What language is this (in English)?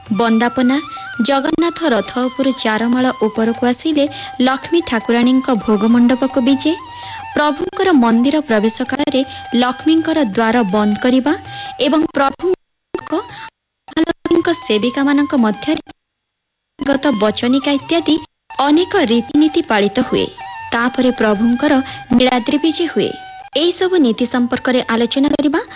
Odia